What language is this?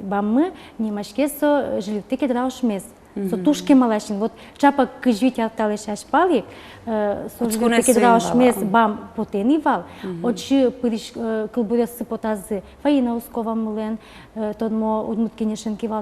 Udmurt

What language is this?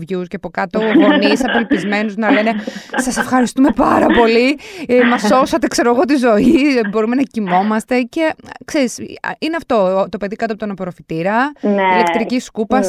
Greek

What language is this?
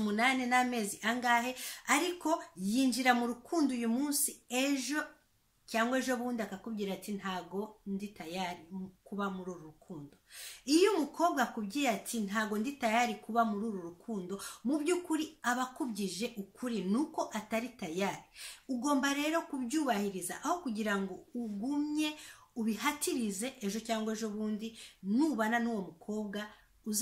Kinyarwanda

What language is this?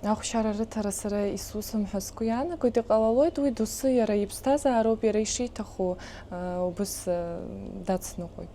Abkhazian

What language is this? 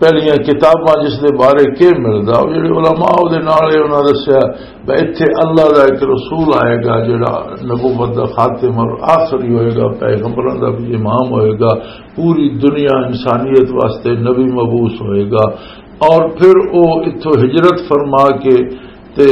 Western Panjabi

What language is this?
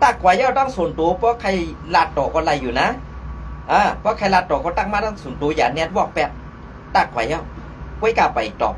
Shan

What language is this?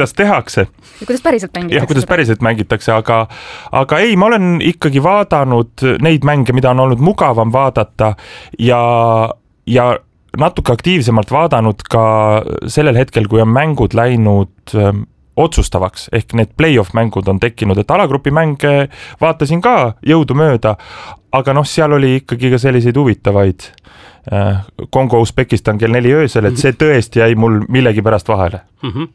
Estonian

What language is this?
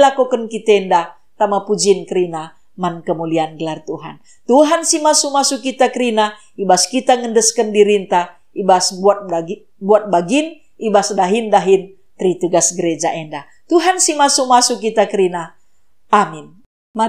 Batak Karo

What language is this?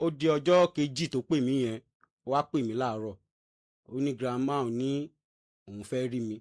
Yoruba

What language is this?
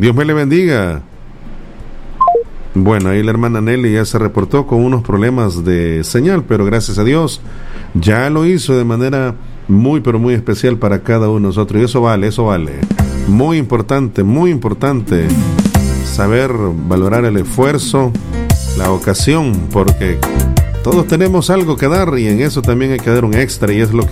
Spanish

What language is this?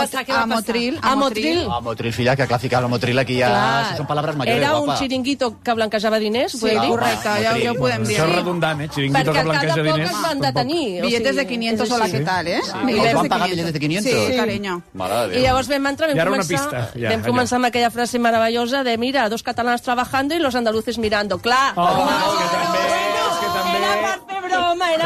Catalan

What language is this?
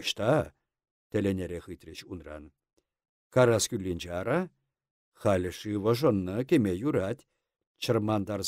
Chuvash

